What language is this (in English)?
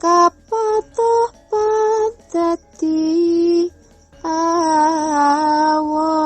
Javanese